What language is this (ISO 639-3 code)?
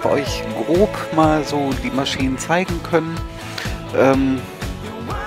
deu